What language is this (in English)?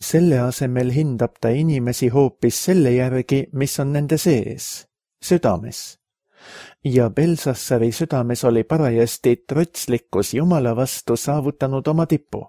Estonian